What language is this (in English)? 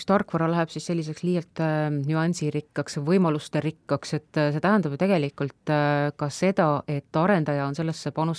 Estonian